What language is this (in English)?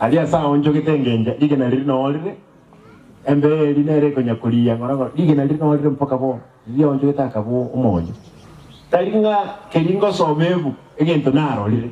Gusii